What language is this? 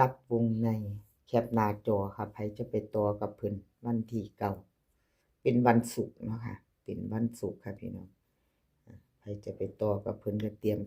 Northeastern Thai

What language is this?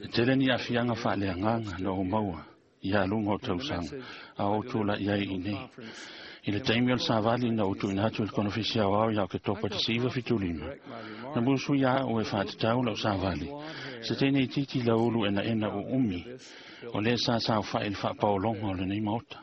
Samoan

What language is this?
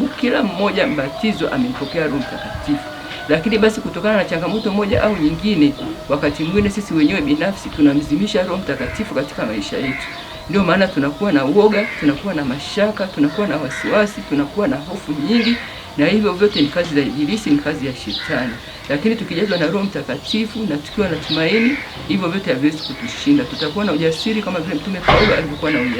Swahili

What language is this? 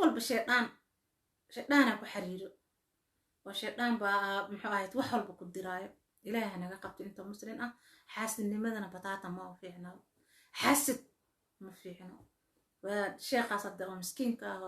Somali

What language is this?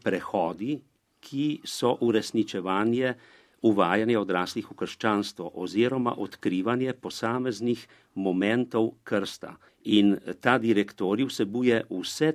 Slovenian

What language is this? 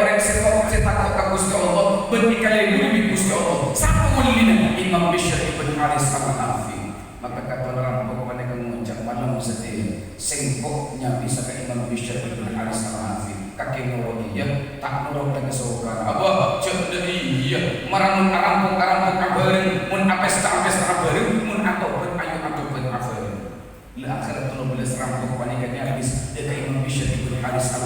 Madurese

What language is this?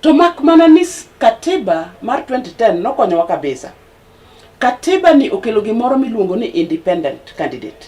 Luo (Kenya and Tanzania)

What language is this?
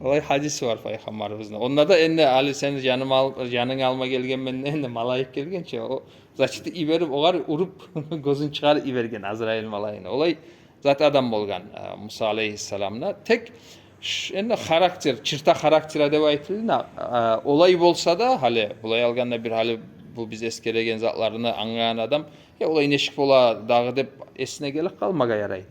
Kumyk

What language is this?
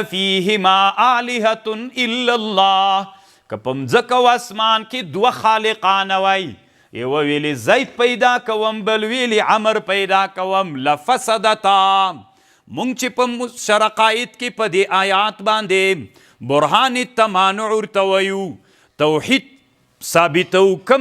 Pashto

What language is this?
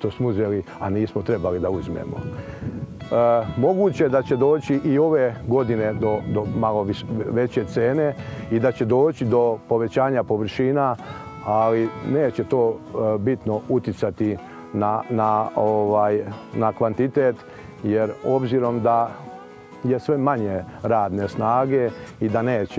Serbian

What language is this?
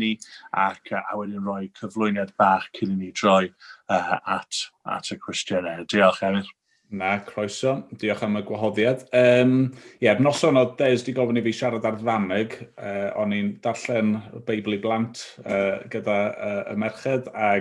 Welsh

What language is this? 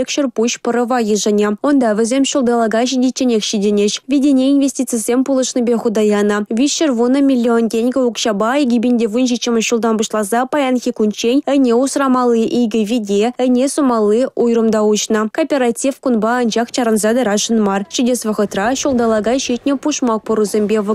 Chuvash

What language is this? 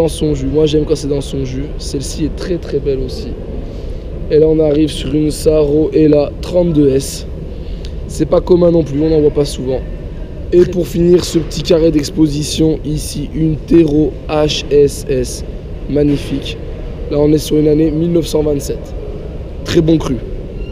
French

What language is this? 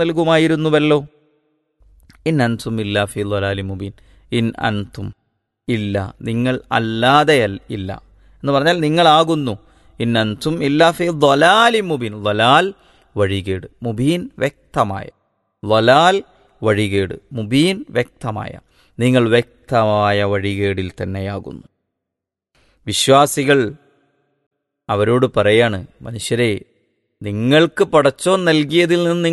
Malayalam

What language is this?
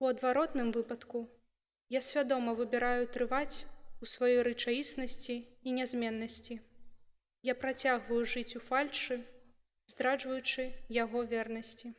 Belarusian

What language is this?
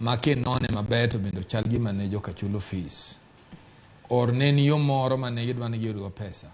Luo (Kenya and Tanzania)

